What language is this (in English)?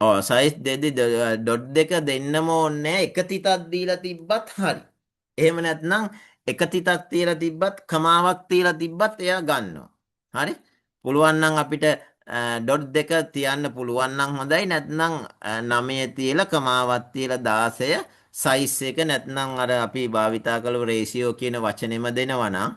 Sinhala